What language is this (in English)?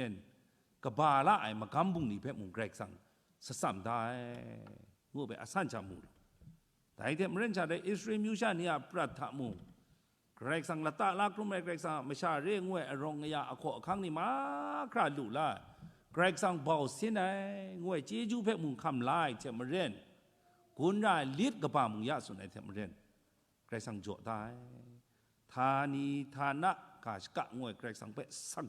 Kachin